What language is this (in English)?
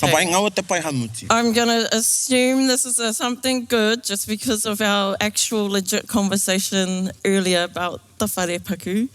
Māori